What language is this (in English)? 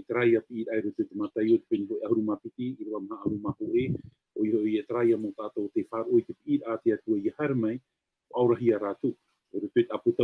Tahitian